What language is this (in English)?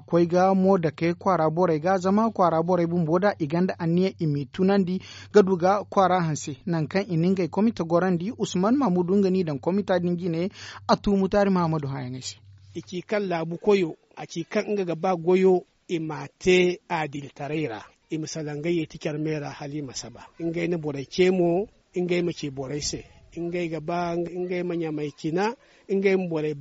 Zarma